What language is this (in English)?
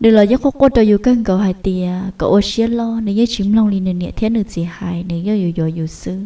Hmong